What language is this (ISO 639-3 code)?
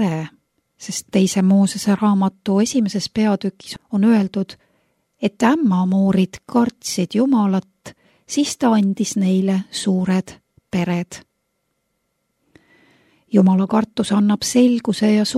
est